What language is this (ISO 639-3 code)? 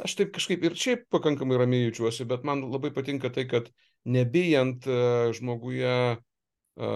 lit